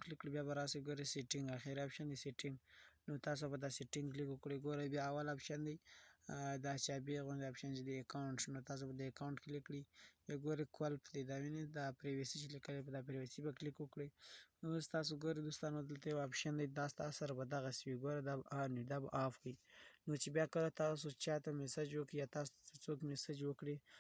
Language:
Pashto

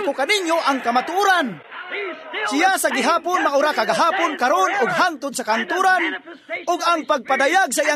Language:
Cebuano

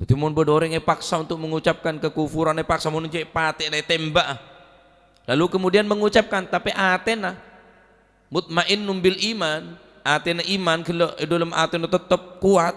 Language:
Madurese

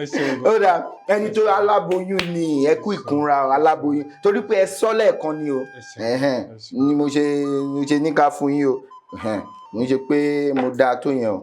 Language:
Yoruba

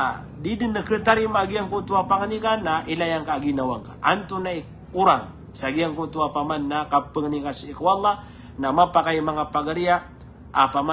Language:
Maranao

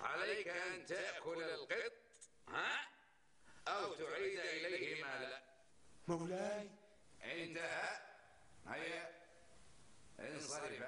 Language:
North Levantine Arabic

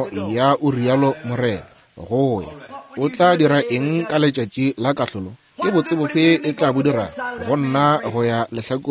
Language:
Northern Sotho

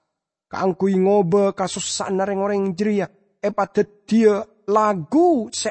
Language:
Madurese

